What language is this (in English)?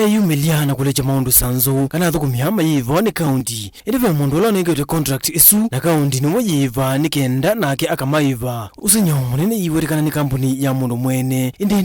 Kamba